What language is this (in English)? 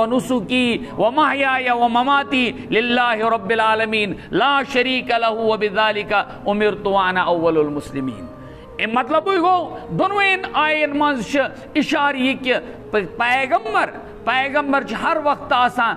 Kashmiri